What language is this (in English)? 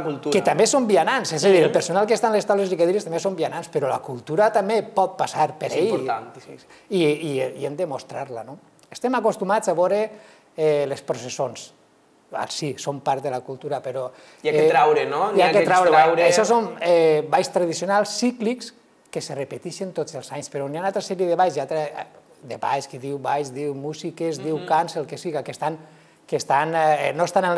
Catalan